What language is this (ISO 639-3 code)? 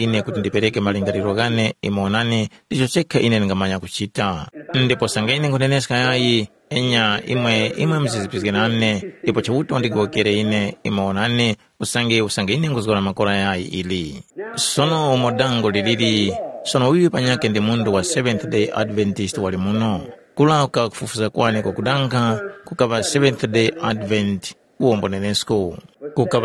tum